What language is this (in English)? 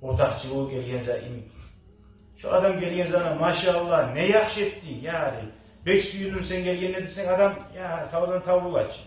Kumyk